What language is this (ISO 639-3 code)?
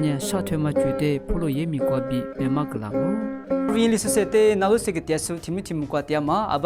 lis